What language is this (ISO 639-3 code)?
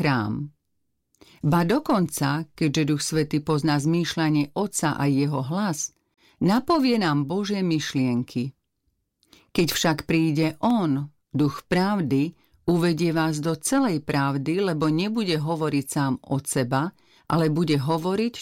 slk